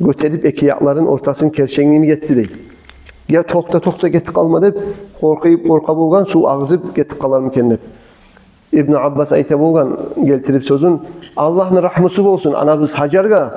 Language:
Kumyk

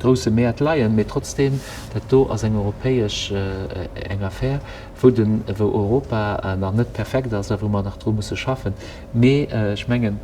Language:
Luxembourgish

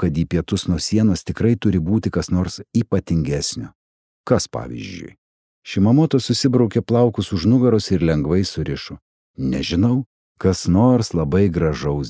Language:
Lithuanian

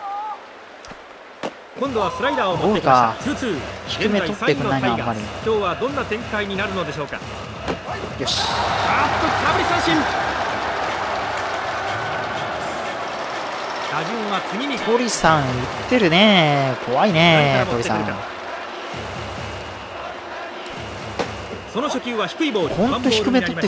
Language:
Japanese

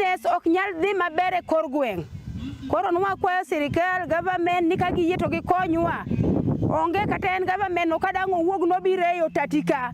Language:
Luo (Kenya and Tanzania)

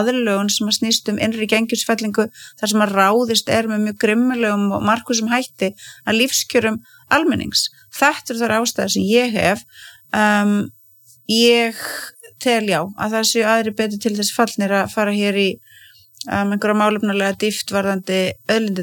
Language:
Icelandic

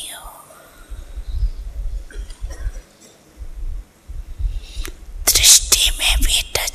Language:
Hindi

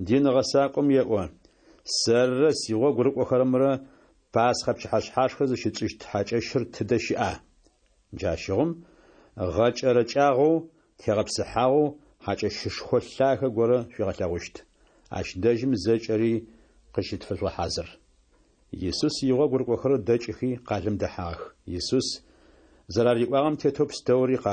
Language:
Adyghe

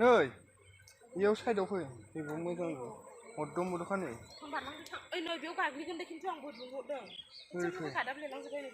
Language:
Bodo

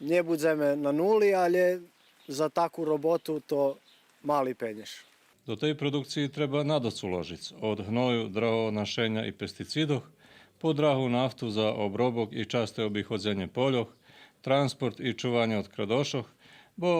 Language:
Rusyn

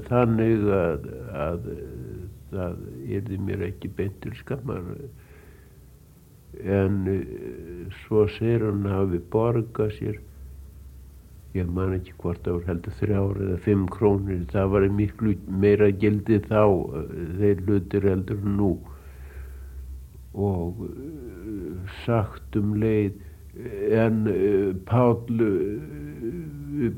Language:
Icelandic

